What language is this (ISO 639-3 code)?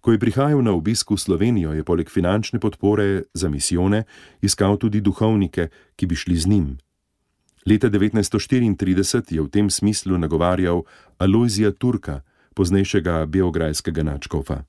slv